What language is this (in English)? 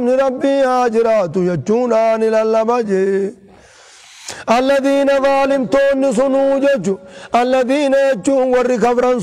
Arabic